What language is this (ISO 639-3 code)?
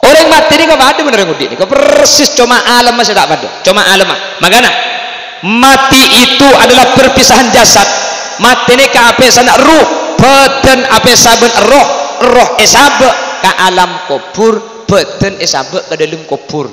mad